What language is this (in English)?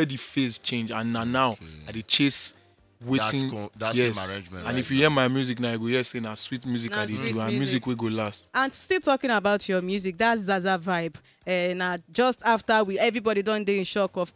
Nigerian Pidgin